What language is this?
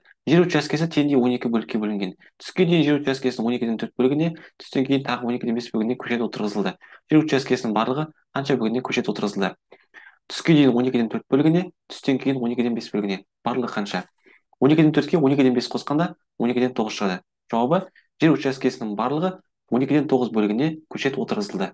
Kazakh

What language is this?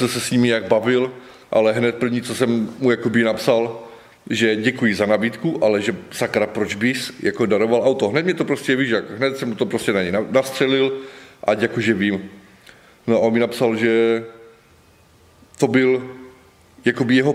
Czech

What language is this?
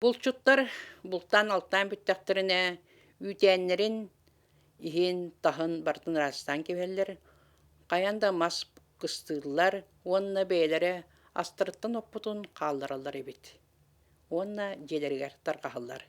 Yakut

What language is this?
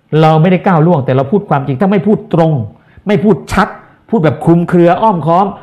Thai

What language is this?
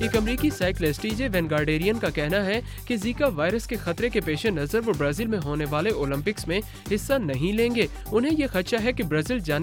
Urdu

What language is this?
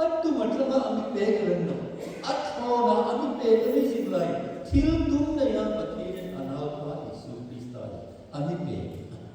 Hmar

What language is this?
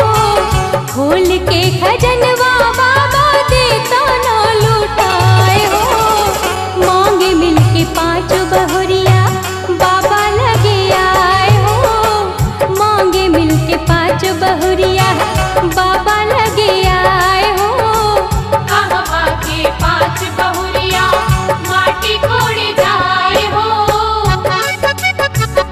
Bhojpuri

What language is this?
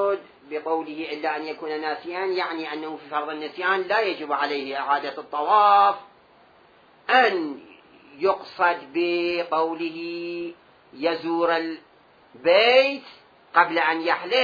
Arabic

